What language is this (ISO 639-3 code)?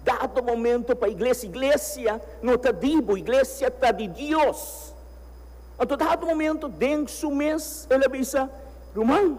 pap